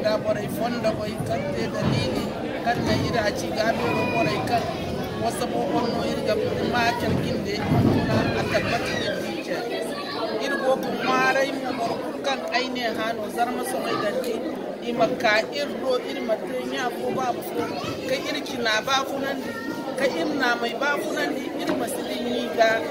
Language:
Zarma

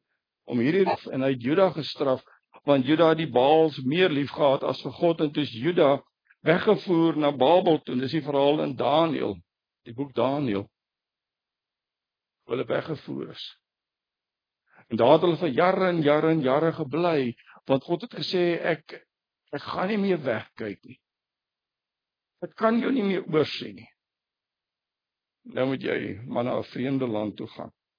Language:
Afrikaans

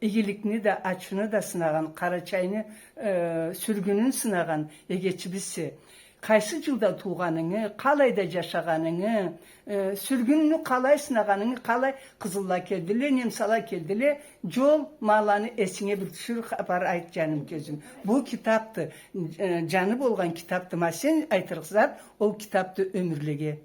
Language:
Karachay-Balkar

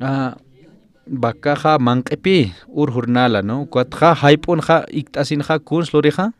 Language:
Aymara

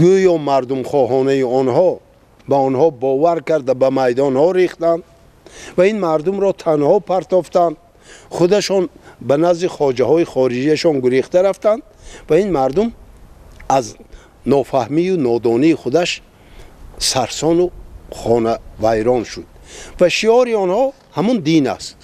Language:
Tajik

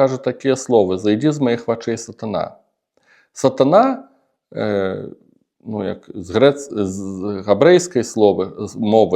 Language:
Belarusian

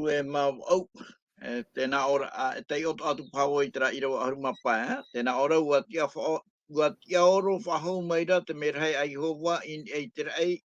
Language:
Tahitian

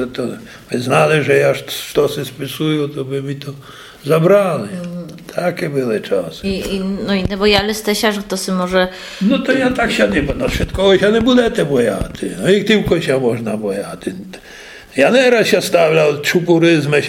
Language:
Polish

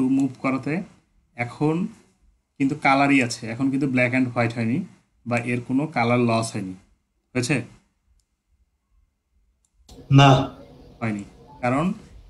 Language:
Bangla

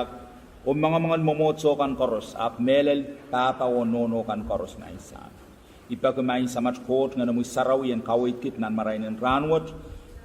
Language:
Pohnpeian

